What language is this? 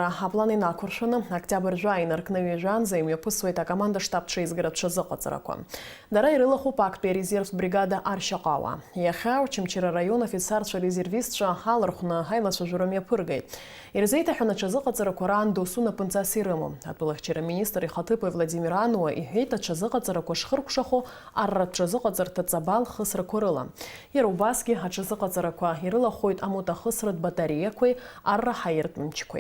Abkhazian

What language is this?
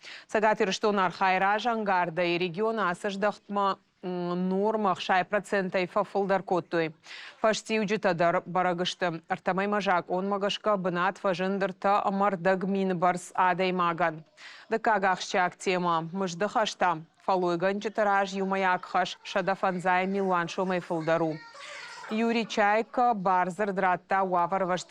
Ossetic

